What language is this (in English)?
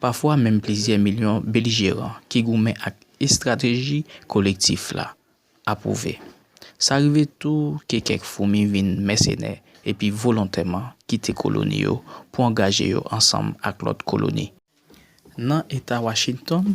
Haitian Creole